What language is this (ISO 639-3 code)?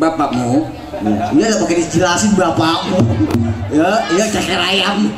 bew